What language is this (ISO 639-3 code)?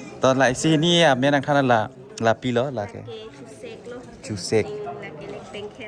mjw